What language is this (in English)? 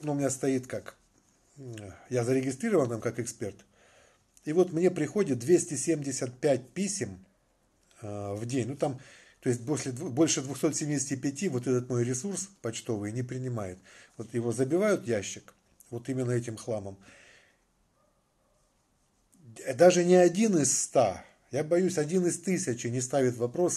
Russian